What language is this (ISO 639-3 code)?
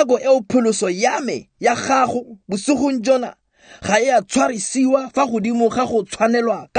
tsn